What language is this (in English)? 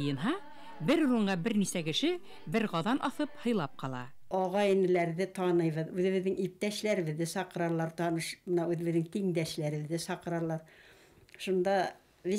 Bashkir